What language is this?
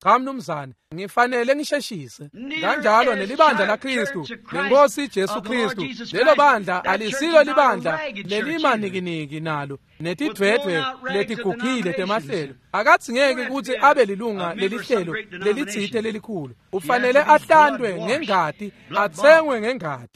Swati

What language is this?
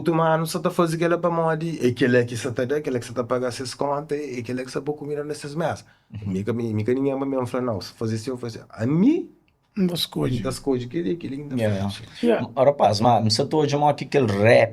Kabuverdianu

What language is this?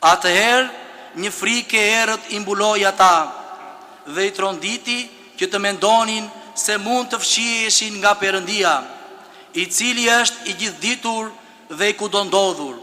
Albanian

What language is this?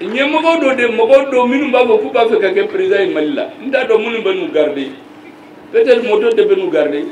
Bambara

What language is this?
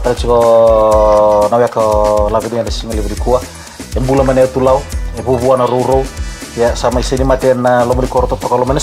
Fijian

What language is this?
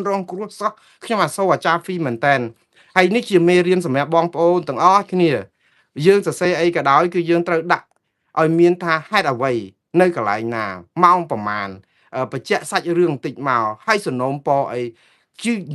Khmer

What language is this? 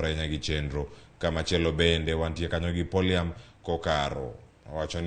Luo (Kenya and Tanzania)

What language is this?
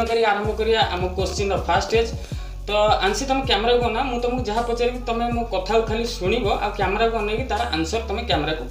Odia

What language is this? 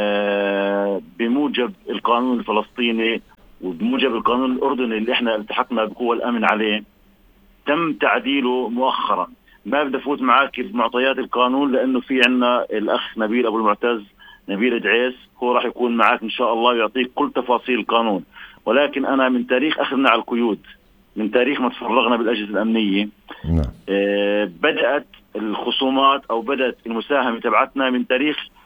North Levantine Arabic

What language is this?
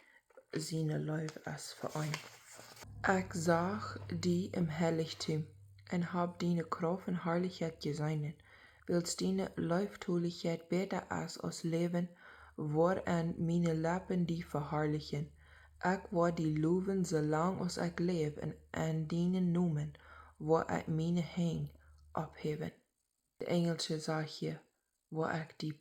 Plautdietsch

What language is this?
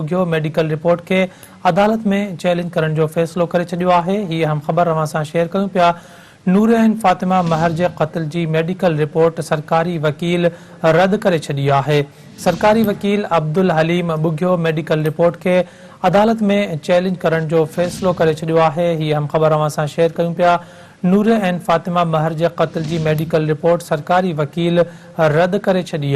Sindhi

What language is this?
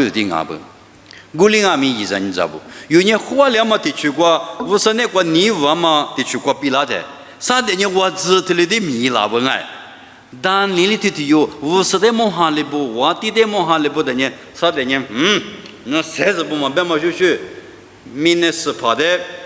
Lisu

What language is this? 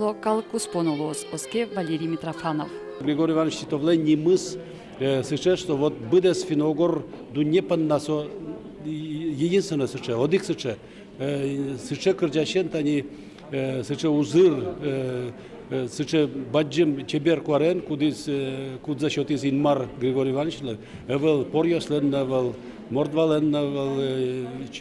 Udmurt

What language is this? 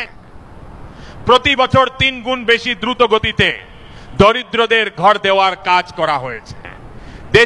Bangla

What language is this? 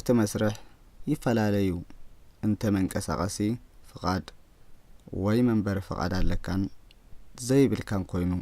Tigrinya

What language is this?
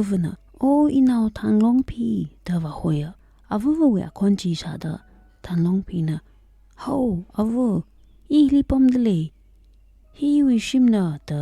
Tangkhul Naga (India)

